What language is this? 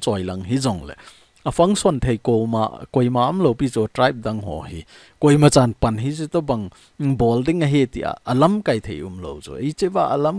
Thado Chin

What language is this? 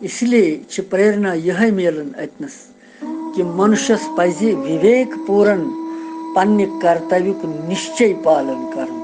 Kashmiri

